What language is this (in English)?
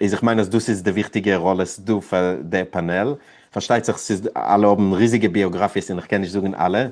Yiddish